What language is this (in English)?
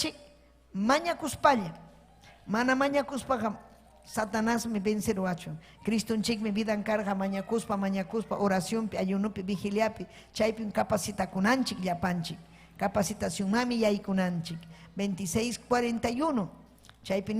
Ayacucho Quechua